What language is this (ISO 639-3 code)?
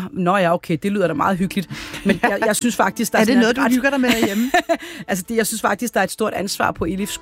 dan